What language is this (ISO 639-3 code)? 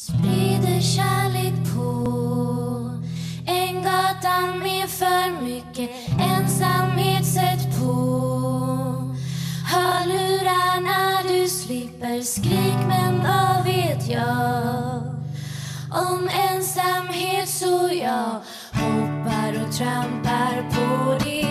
swe